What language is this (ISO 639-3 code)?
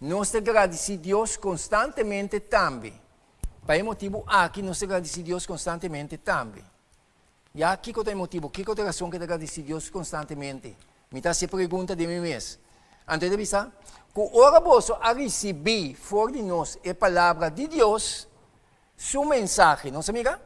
pap